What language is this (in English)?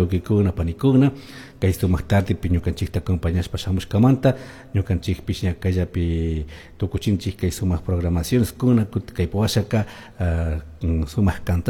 Chimborazo Highland Quichua